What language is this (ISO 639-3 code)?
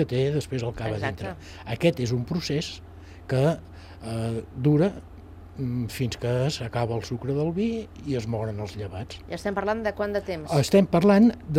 cat